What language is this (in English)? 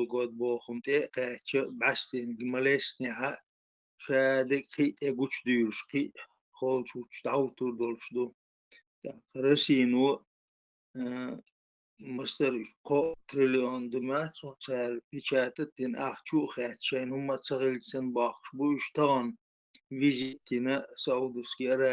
Chechen